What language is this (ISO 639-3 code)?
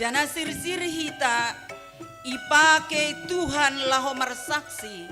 bts